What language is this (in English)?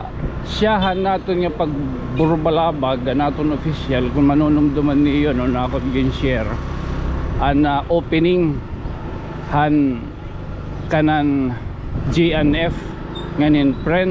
Waray